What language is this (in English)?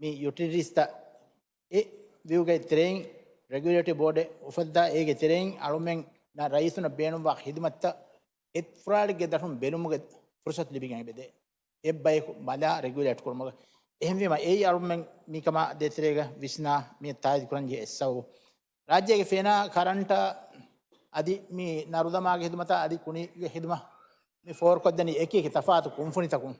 Divehi